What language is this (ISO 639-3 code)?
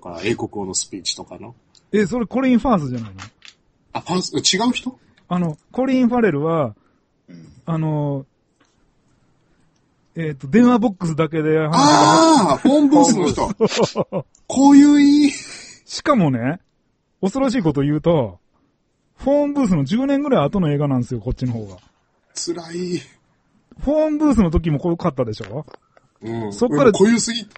jpn